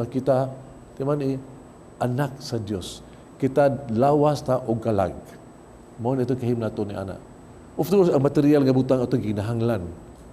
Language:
Cebuano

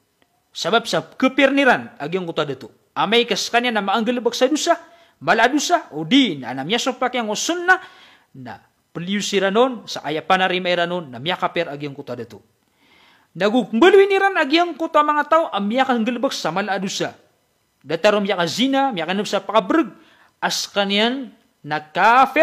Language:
Maranao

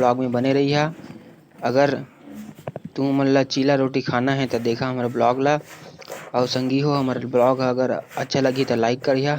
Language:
Chhattisgarhi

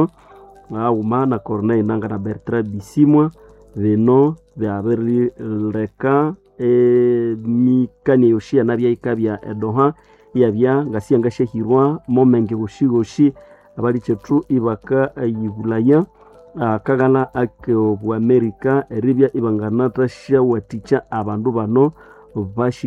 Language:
Nande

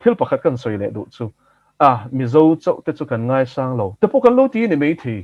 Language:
Mizo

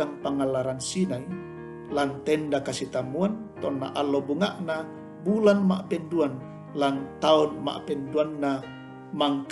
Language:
Toraja-Sa'dan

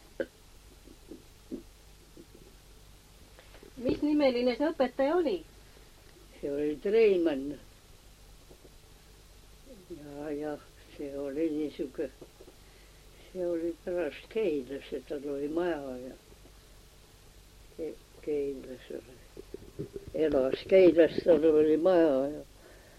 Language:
Estonian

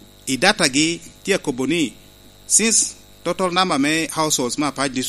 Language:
Lango (Uganda)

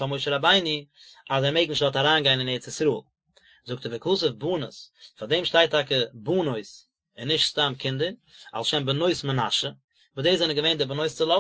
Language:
Yiddish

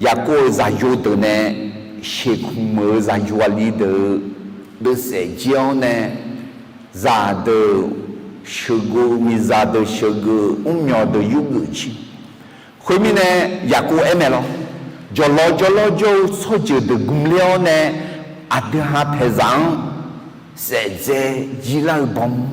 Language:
Akha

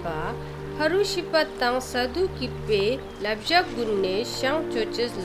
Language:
Ladakhi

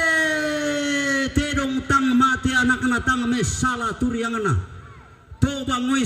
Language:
Toraja-Sa'dan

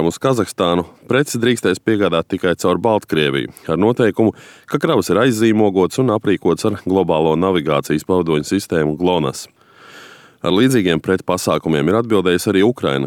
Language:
Latvian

